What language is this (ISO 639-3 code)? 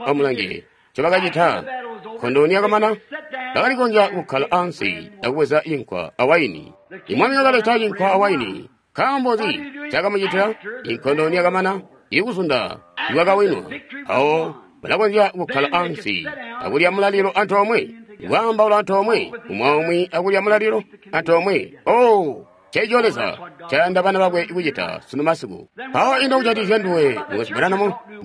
toi